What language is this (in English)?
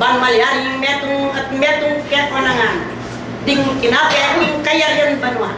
Pampanga